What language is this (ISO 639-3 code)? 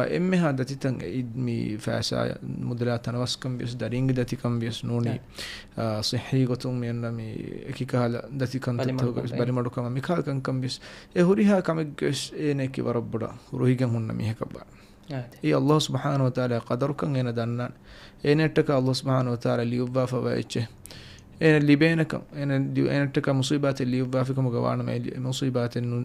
div